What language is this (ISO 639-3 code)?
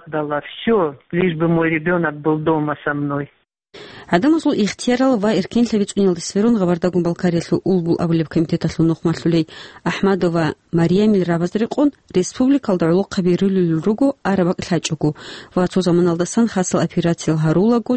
ava